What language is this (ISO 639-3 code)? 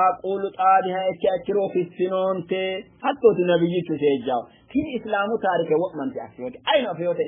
sid